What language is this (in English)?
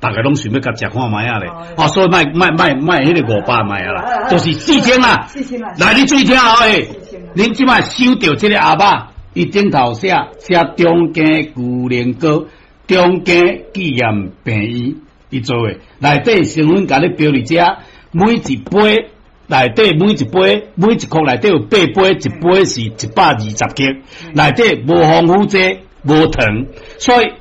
Min Nan Chinese